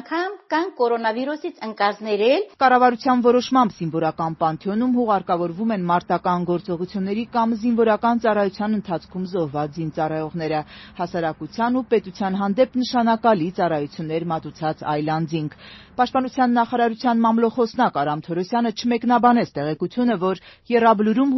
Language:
Armenian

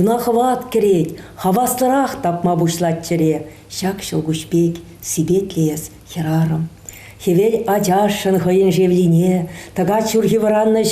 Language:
Chuvash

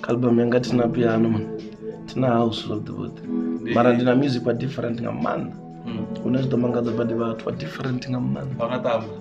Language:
Venda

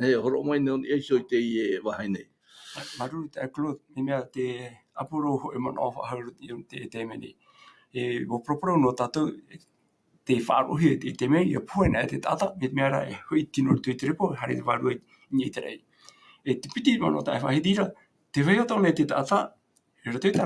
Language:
Tahitian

